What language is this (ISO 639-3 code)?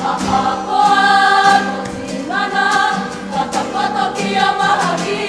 mri